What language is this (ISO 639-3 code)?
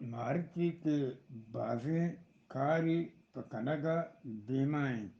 bgp